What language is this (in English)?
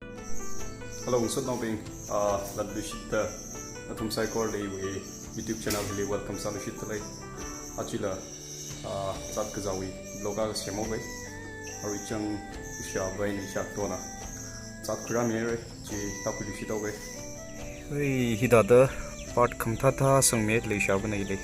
Tangkhul Naga (India)